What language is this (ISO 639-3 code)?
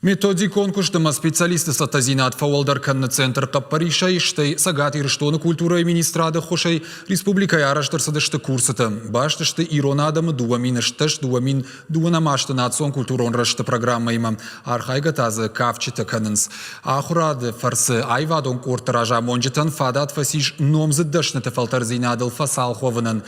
oss